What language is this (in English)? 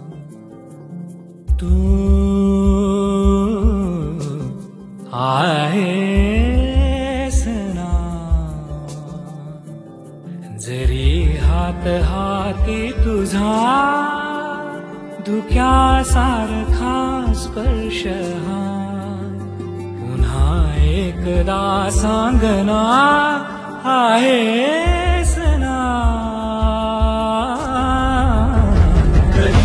Marathi